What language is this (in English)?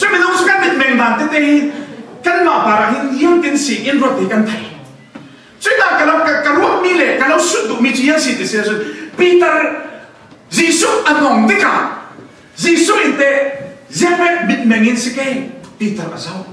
Falam Chin